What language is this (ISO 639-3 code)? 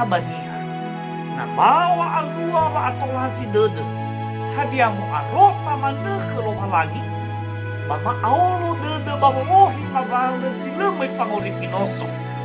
nia